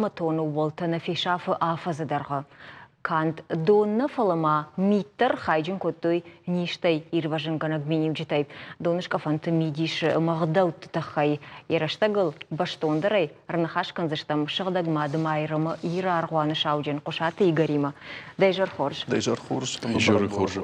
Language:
Ossetic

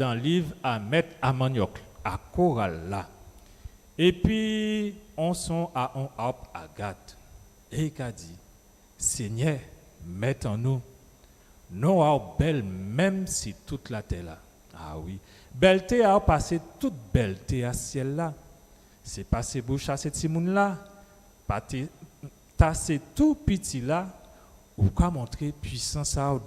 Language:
Guadeloupean Creole French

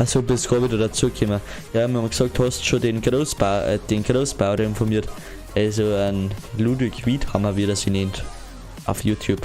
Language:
Bavarian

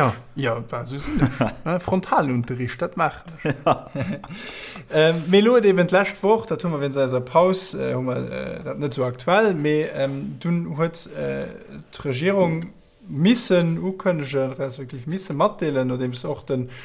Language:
Luxembourgish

